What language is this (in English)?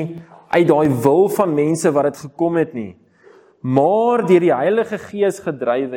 Afrikaans